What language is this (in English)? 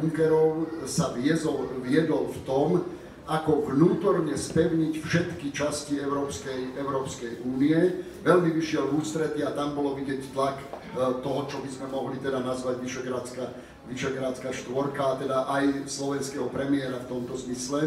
Slovak